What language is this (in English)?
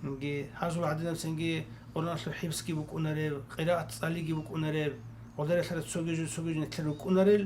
Avaric